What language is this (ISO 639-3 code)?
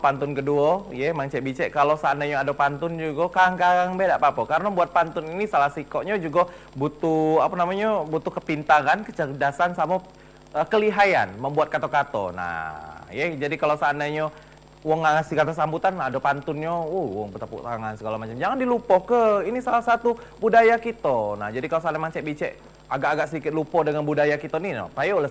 mui